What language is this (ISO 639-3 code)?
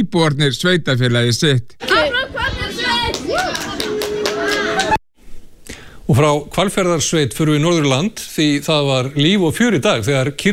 isl